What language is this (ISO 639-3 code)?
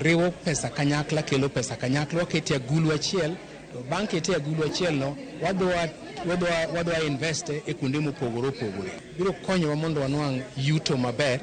luo